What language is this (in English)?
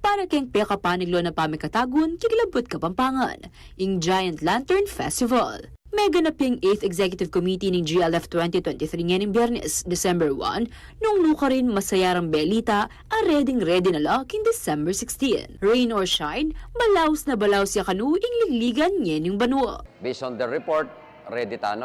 Pampanga